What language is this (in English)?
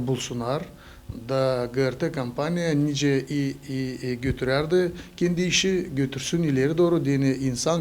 Gagauz